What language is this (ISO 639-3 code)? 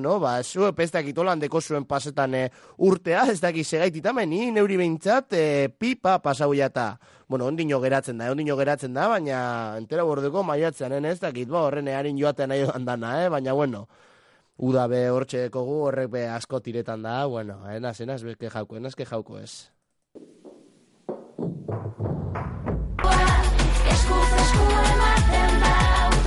eus